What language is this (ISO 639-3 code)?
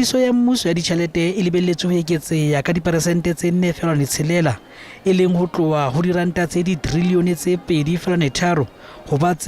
sot